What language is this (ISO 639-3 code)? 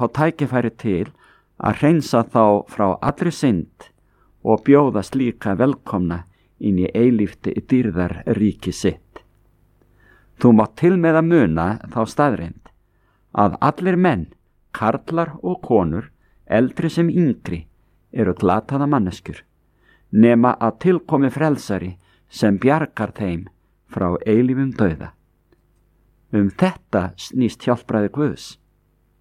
isl